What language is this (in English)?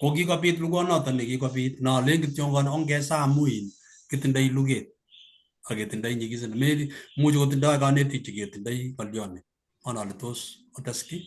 Kalenjin